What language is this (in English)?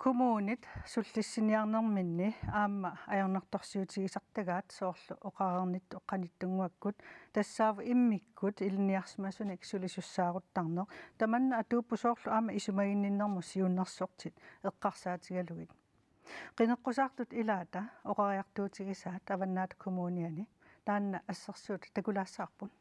Kalaallisut